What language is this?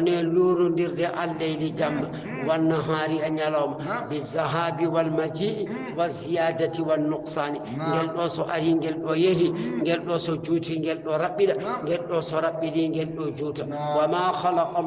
Fula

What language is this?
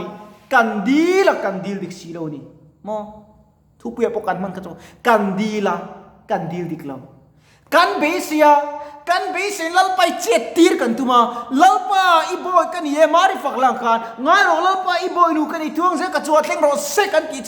Mizo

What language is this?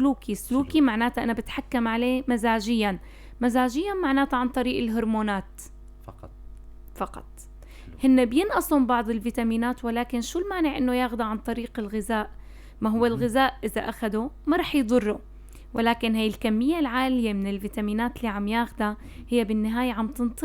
North Levantine Arabic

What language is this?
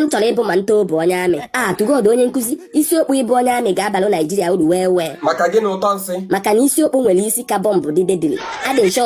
Igbo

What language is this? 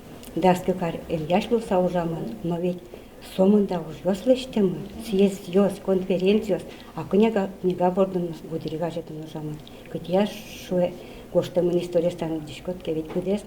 Udmurt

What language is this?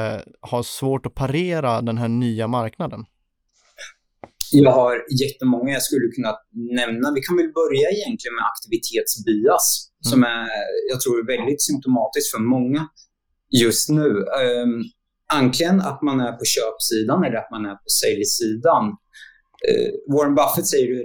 Swedish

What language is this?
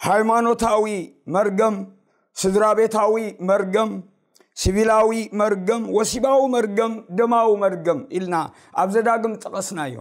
Tigrinya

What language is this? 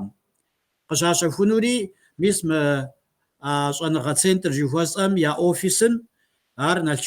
Kabardian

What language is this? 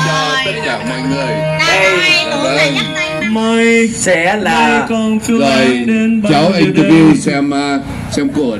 Vietnamese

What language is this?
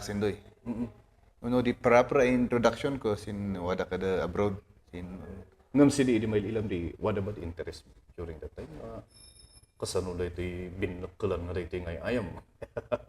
Kankanaey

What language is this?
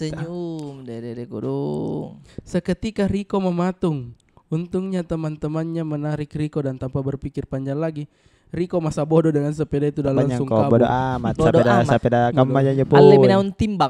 Makassar Malay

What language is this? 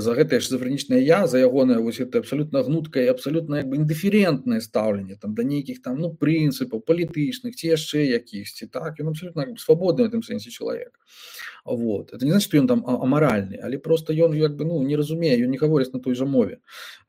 Belarusian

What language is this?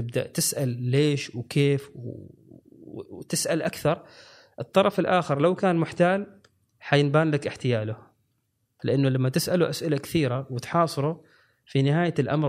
Gulf Arabic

